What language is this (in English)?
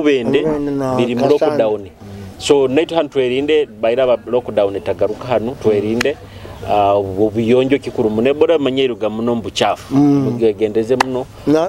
Nyoro